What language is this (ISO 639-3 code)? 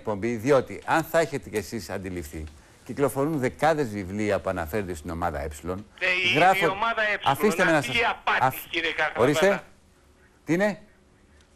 ell